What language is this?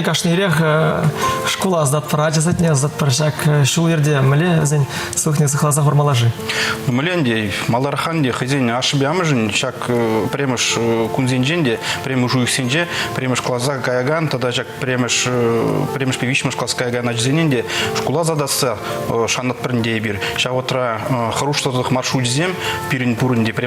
Chuvash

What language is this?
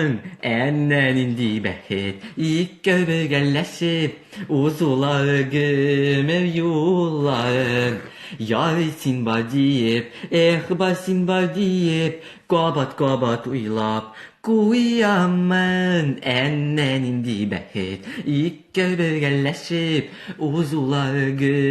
Tatar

